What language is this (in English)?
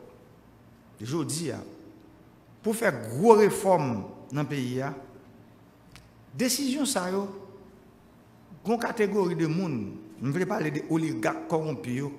French